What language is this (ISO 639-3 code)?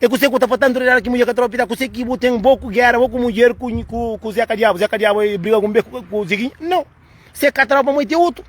kea